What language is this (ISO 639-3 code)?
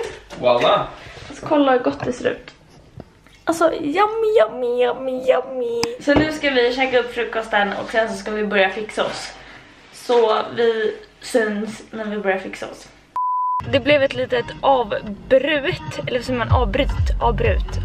swe